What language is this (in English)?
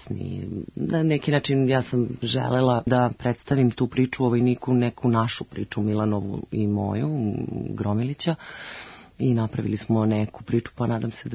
Serbian